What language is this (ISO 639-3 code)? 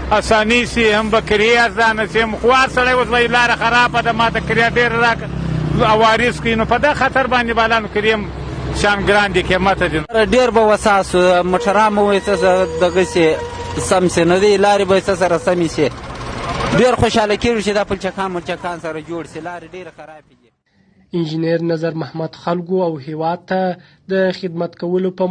pus